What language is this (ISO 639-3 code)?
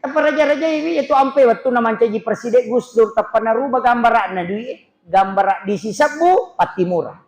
bug